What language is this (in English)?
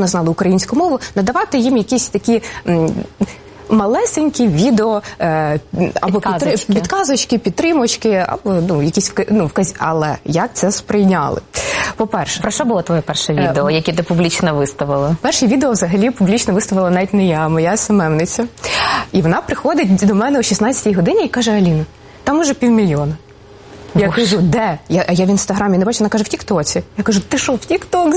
Ukrainian